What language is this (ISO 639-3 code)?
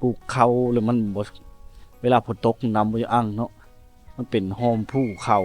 lao